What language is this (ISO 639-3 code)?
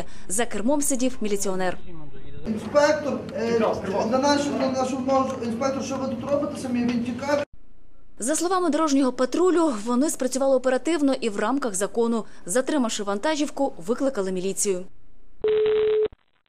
ukr